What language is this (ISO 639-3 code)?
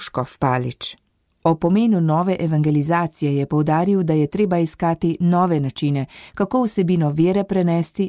slv